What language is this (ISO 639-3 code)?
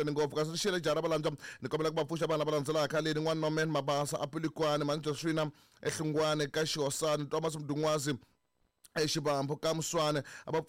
tso